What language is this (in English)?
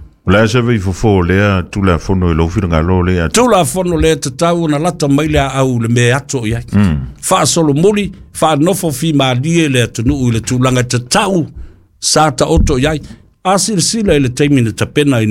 Samoan